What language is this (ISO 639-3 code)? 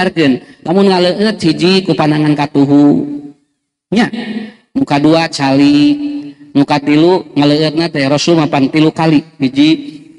sun